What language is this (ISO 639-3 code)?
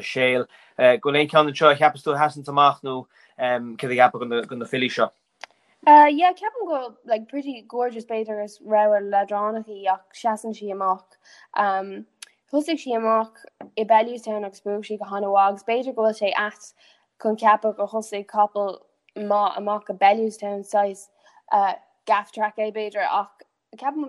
gle